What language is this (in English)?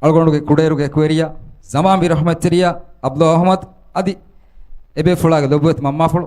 Divehi